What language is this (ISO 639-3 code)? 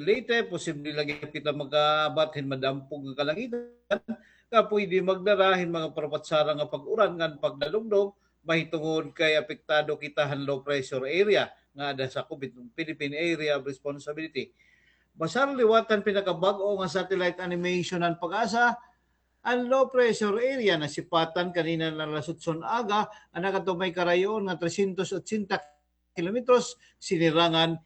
war